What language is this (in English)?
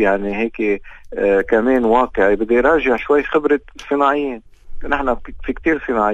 North Levantine Arabic